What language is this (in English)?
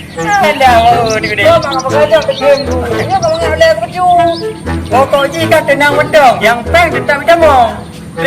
Achinese